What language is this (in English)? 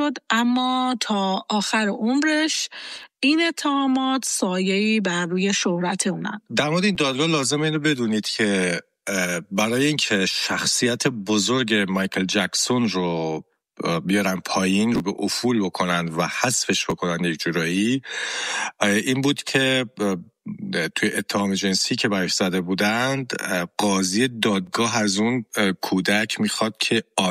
Persian